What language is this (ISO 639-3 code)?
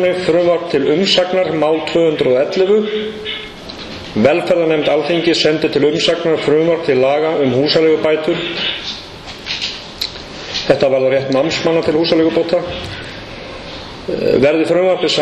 isl